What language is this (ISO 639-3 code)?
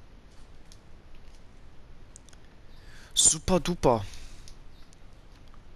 deu